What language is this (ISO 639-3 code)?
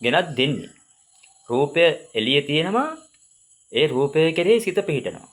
sin